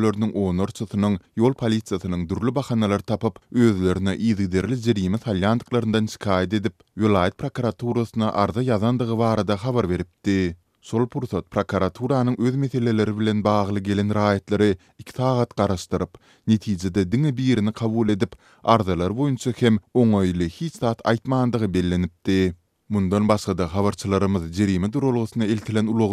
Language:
Turkmen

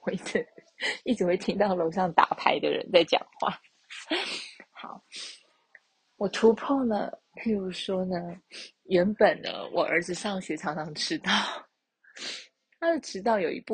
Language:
Chinese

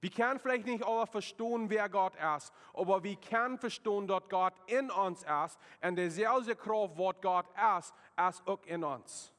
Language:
Plautdietsch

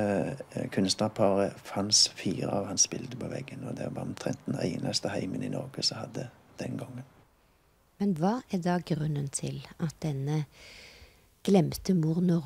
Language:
Norwegian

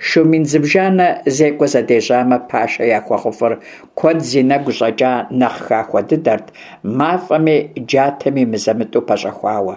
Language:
Kabardian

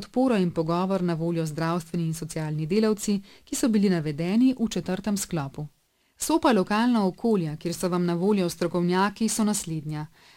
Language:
Slovenian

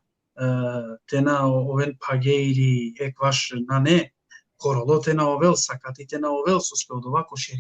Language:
Balkan Romani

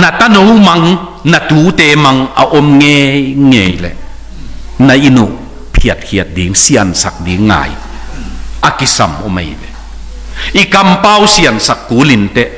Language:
Tedim Chin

